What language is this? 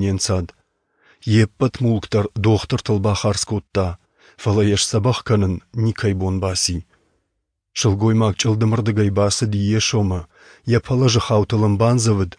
Ossetic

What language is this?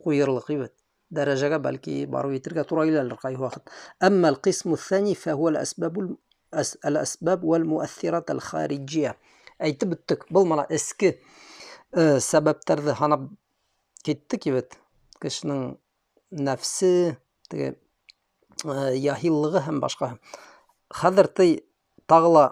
Bashkir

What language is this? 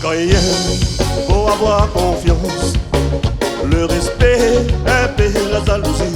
Réunion Creole French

